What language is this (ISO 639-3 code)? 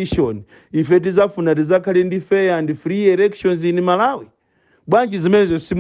nya